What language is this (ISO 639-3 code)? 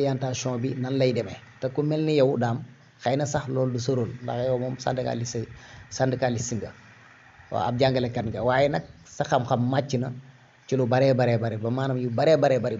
wol